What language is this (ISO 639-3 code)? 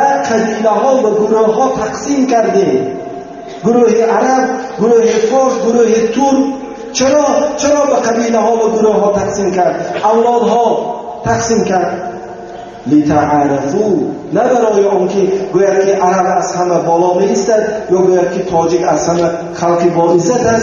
tgk